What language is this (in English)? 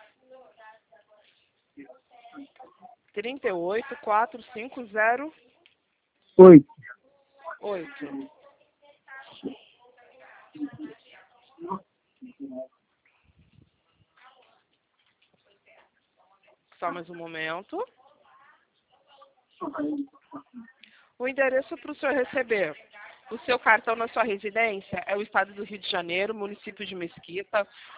Portuguese